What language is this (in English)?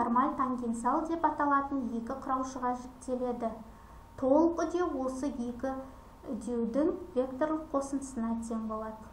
Kazakh